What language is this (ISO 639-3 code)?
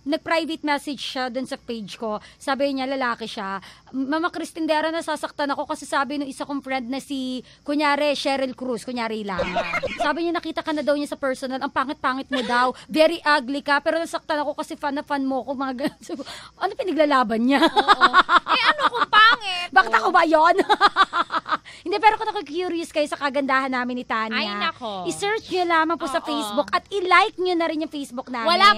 fil